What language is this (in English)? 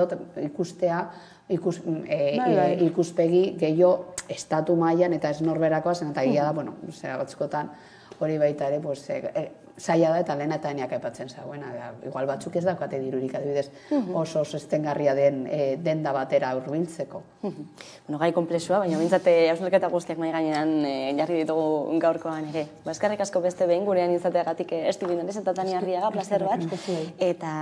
Basque